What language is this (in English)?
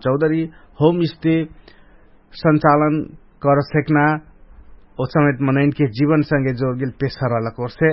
Dangaura Tharu